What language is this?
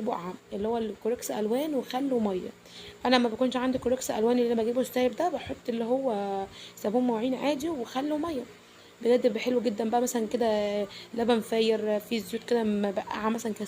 Egyptian Arabic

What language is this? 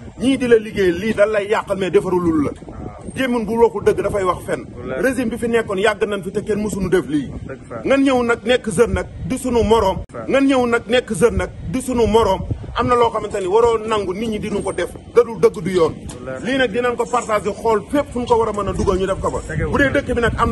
Wolof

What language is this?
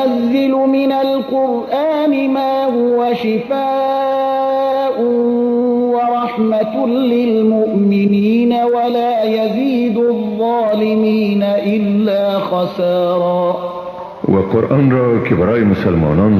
Persian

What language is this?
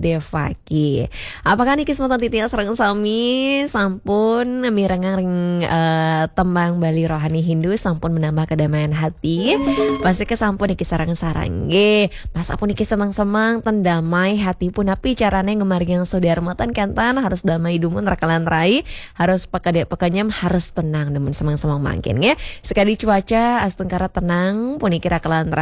Balinese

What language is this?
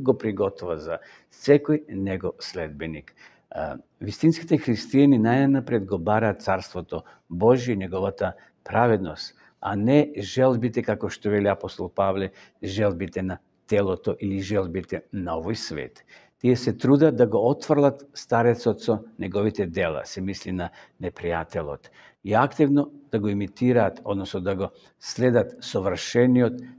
Macedonian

